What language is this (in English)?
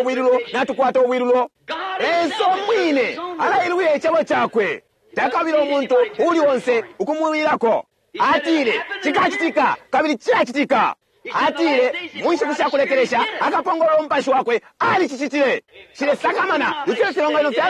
Bemba